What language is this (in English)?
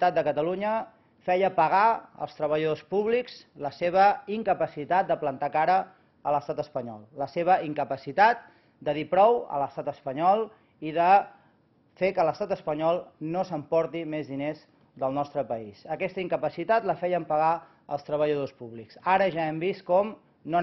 Catalan